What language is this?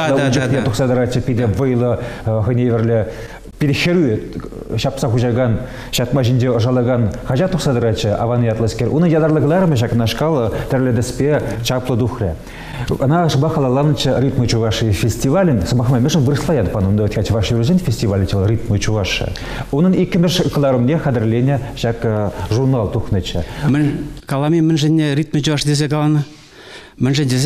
Chuvash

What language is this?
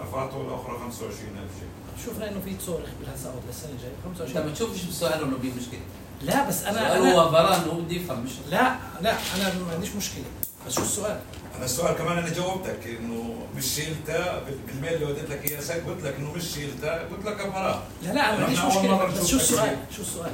North Levantine Arabic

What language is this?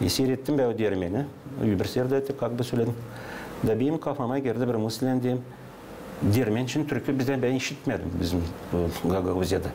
Gagauz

